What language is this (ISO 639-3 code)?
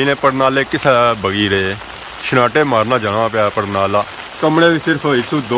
phr